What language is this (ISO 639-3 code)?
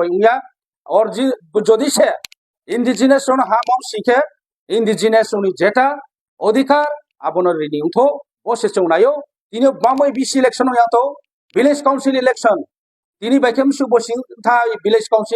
trp